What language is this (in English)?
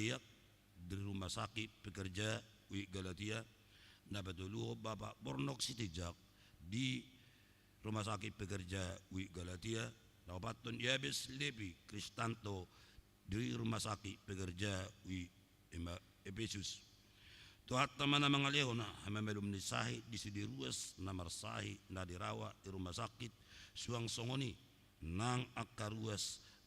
Batak Toba